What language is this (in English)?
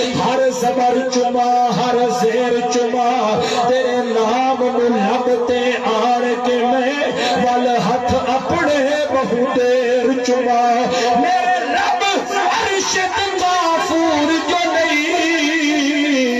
Saraiki